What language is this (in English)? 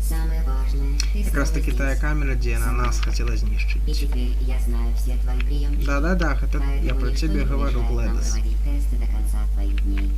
Belarusian